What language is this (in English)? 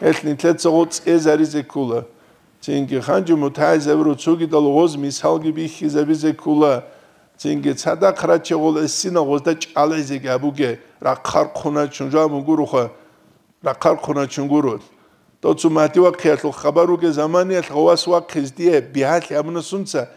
Avaric